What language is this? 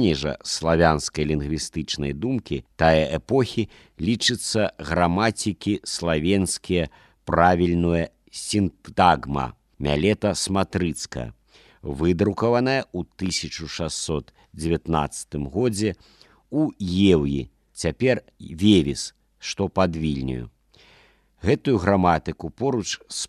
Belarusian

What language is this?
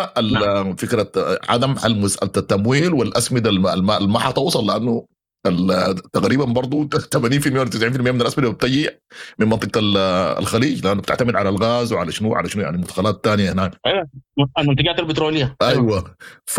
Sudanese Arabic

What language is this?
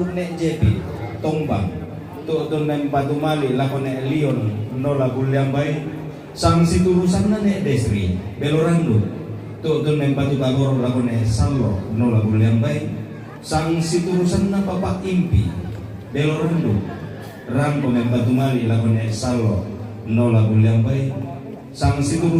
Toraja-Sa'dan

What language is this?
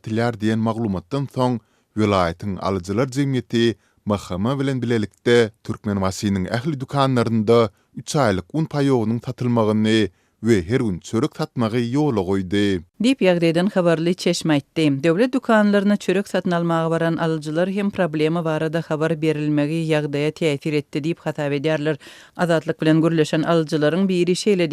Turkmen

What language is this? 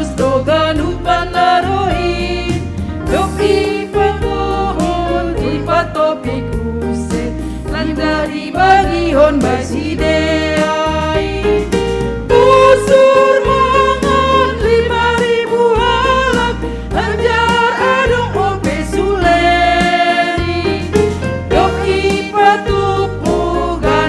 Batak Simalungun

